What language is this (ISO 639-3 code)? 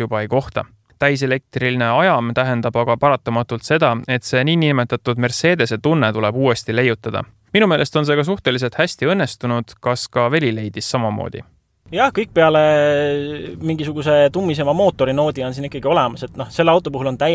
est